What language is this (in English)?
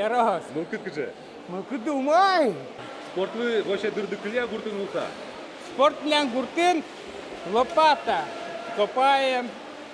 Udmurt